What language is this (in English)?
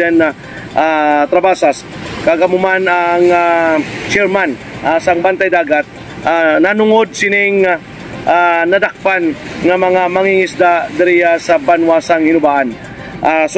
Hiligaynon